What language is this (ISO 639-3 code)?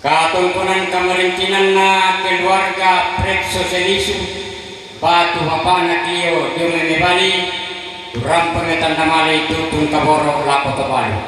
sda